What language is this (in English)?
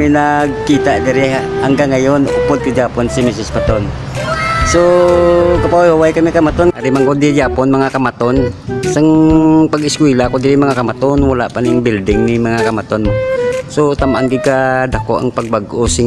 Hiligaynon